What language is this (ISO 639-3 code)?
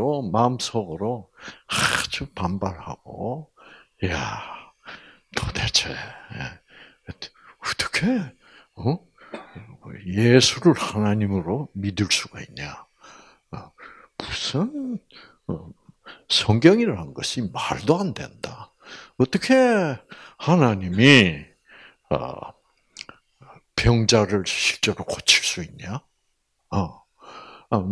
kor